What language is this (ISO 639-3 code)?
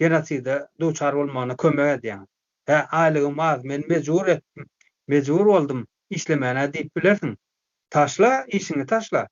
tuk